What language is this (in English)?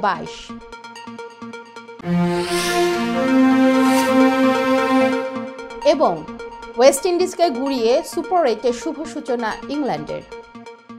Bangla